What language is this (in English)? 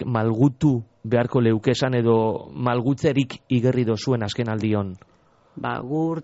Basque